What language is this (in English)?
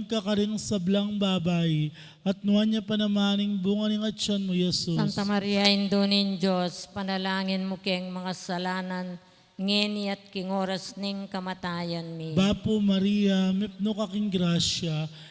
Pampanga